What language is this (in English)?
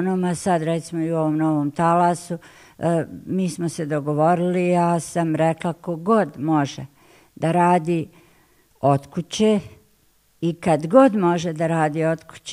Bosnian